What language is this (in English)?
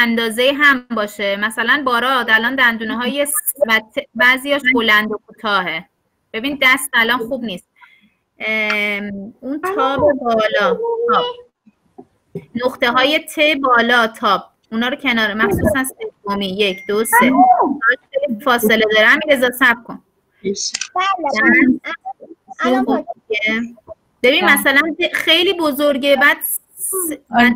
Persian